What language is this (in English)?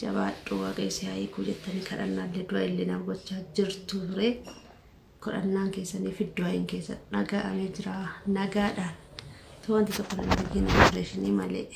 Oromo